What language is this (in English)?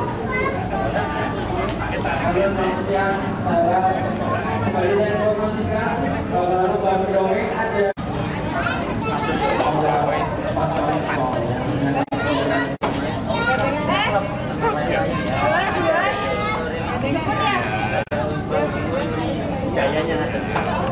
Indonesian